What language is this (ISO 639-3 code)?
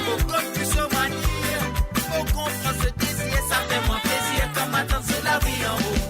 mfe